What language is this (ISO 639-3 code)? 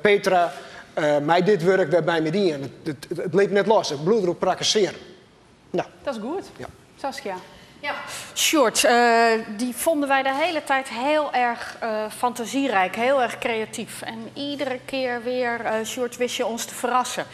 fry